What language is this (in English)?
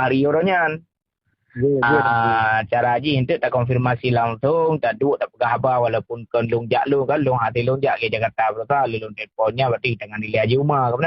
Achinese